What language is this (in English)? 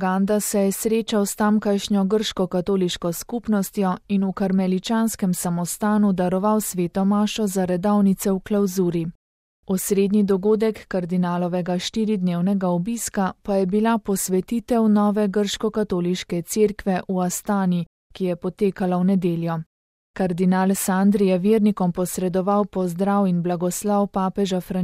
Slovenian